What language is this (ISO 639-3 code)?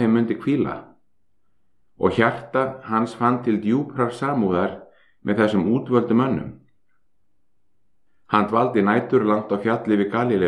isl